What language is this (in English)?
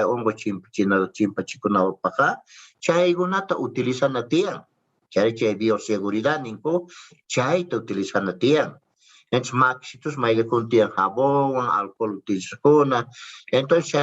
South Bolivian Quechua